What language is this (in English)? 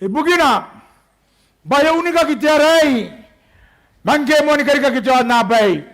Gilbertese